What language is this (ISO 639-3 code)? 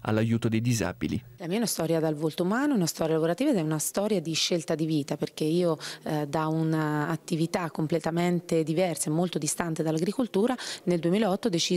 ita